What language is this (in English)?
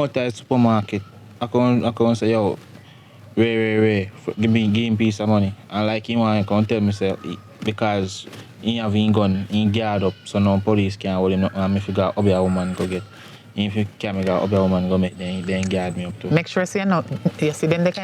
Jamaican Creole English